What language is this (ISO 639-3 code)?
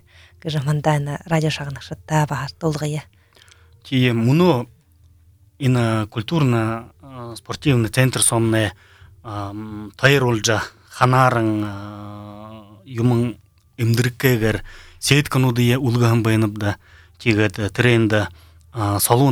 bua